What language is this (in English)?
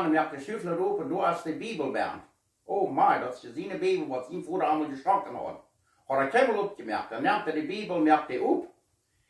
Plautdietsch